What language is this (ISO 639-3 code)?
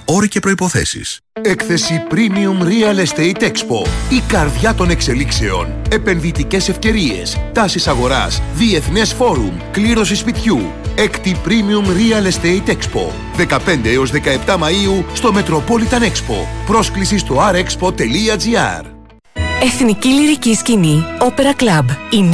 ell